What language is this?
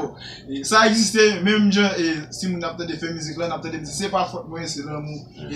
Haitian Creole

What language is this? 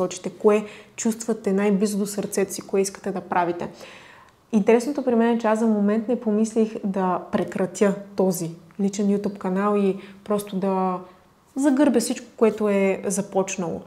Bulgarian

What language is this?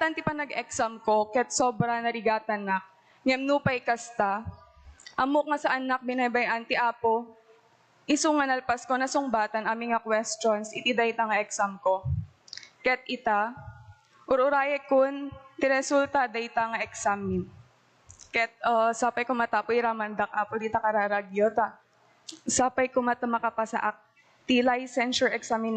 Iloko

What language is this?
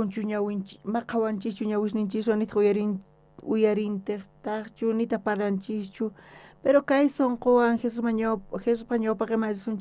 South Bolivian Quechua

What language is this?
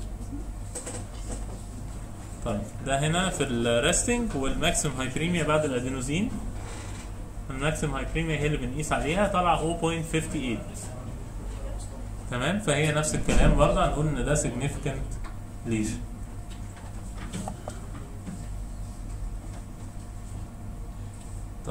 Egyptian Arabic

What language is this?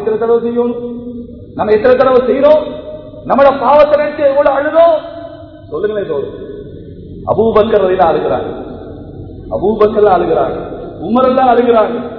Tamil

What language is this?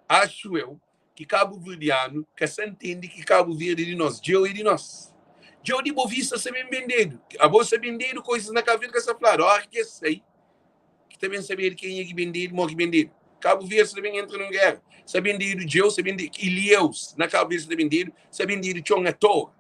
Kabuverdianu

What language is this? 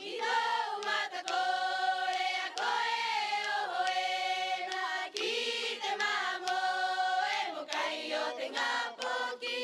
Rapanui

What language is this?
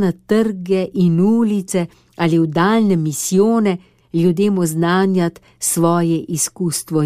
Slovenian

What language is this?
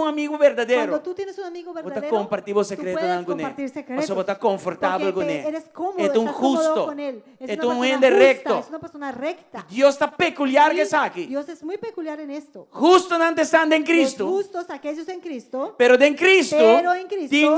Papiamento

